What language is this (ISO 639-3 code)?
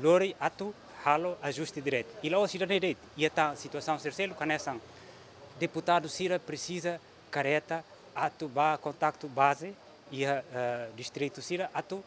tet